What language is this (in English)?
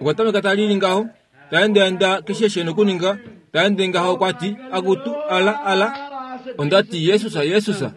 Kuanyama